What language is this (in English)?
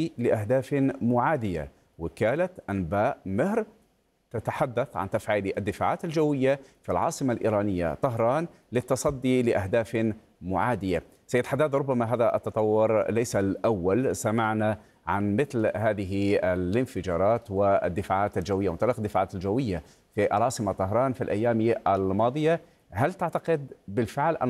Arabic